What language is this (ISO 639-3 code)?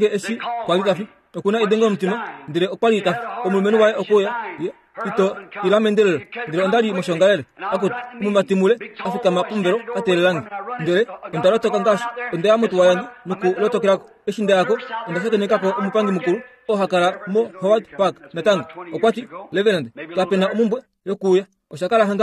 kua